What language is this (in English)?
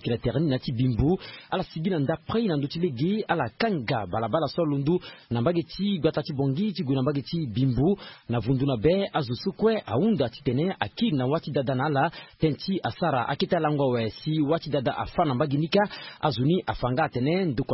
Sango